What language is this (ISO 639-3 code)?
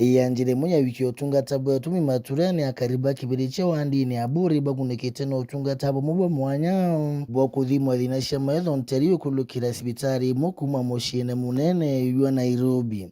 mer